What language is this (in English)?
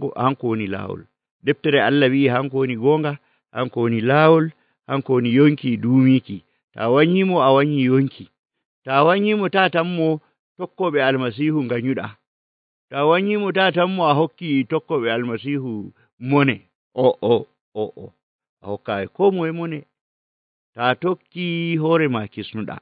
Nigerian Fulfulde